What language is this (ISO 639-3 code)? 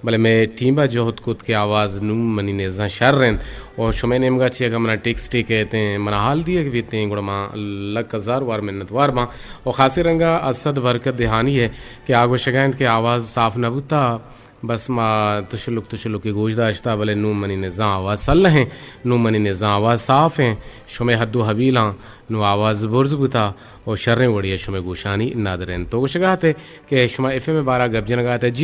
bgp